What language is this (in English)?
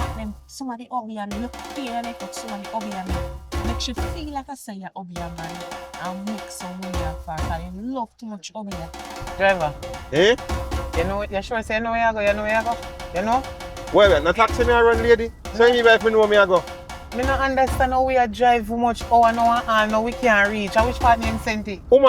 Jamaican Creole English